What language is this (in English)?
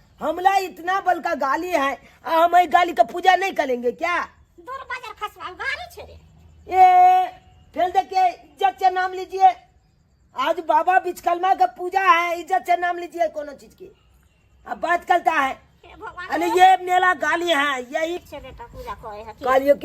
Maithili